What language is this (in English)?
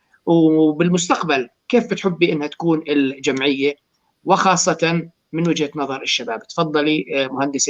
North Levantine Arabic